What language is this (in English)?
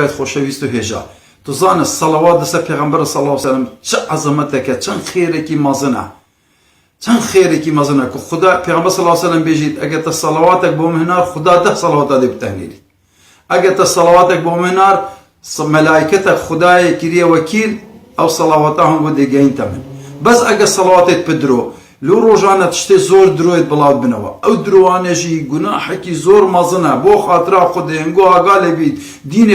Kurdish